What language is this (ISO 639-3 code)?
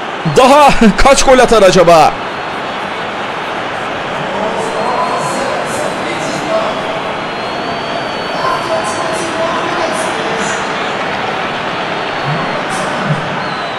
tur